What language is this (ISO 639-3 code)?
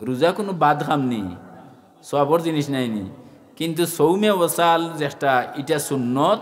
syl